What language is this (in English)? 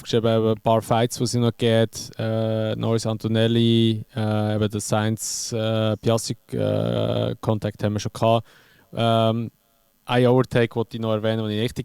Swiss German